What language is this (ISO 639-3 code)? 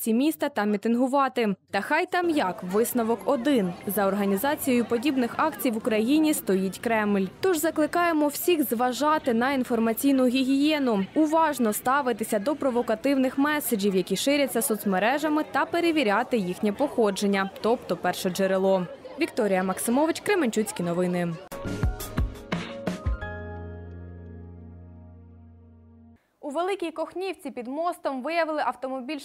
ukr